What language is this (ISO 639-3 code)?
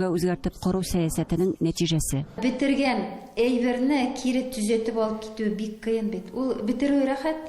tat